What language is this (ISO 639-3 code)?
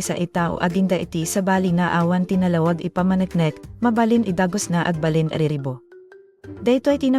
ilo